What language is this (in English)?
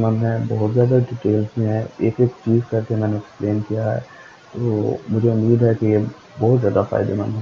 Hindi